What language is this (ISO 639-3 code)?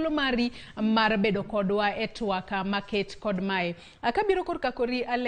luo